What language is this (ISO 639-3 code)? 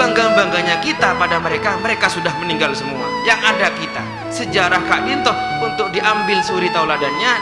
mad